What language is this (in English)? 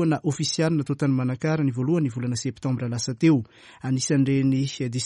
Malagasy